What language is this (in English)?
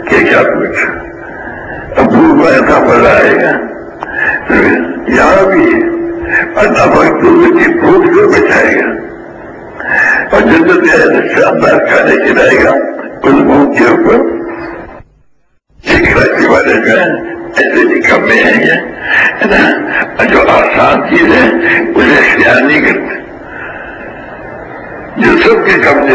Urdu